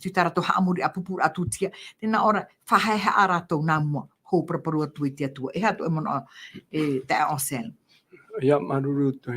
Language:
Tahitian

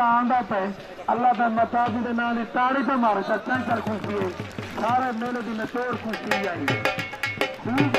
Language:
Saraiki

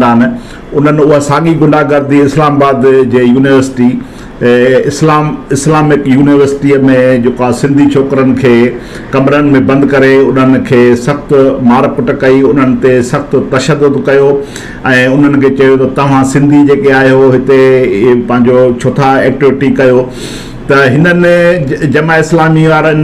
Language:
Sindhi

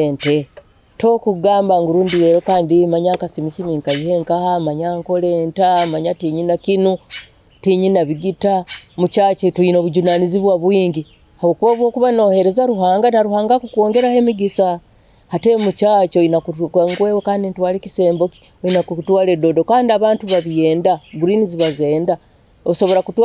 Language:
Nyoro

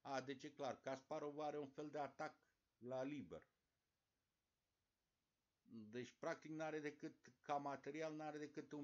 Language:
Romanian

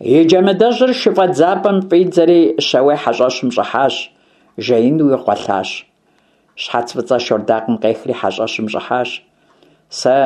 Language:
Kabardian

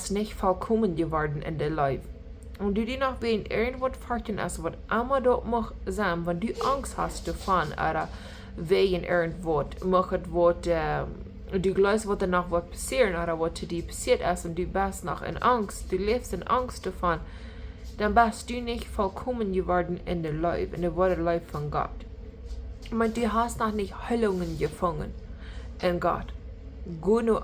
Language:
Plautdietsch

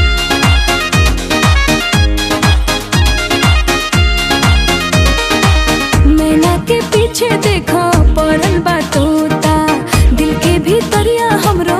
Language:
Bhojpuri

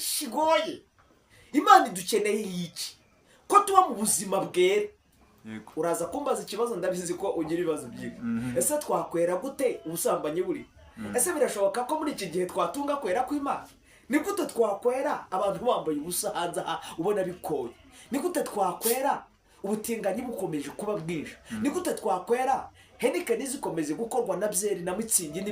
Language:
Kinyarwanda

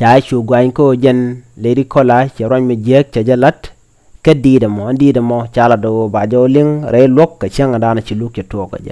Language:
Nuer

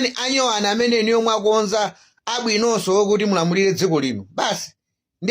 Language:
Nyanja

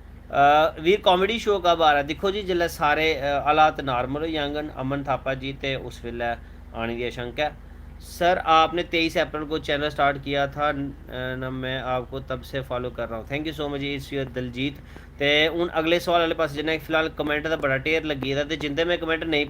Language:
Dogri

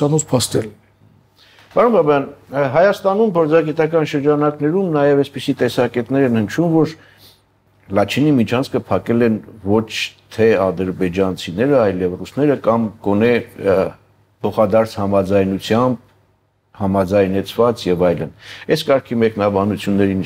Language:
Armenian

